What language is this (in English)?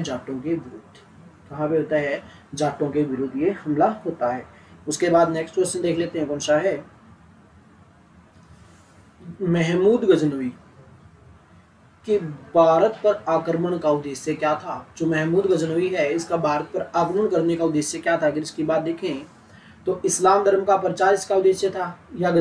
Hindi